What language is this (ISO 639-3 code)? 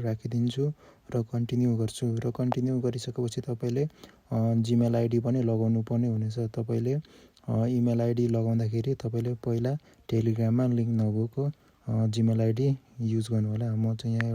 nep